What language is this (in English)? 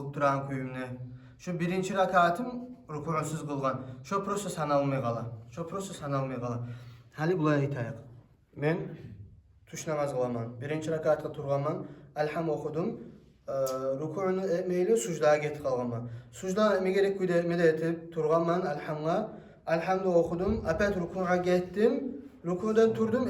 Kumyk